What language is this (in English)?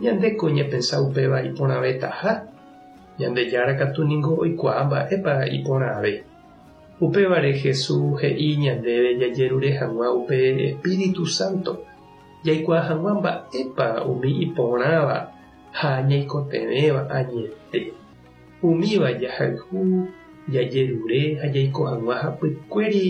Guarani